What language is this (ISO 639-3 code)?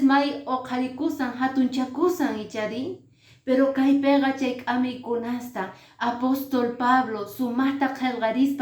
que